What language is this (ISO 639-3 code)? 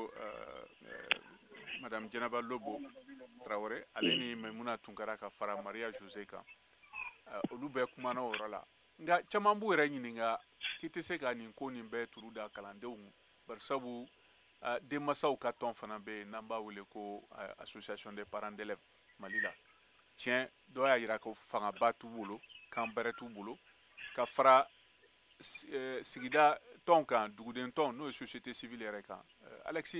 bam